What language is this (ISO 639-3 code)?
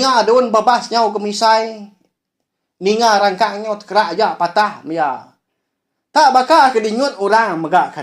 iba